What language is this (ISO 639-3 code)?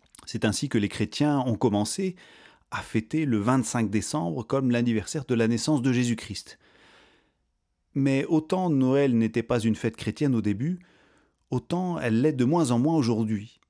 fra